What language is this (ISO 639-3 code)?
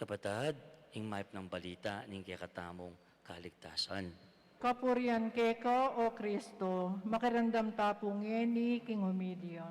pam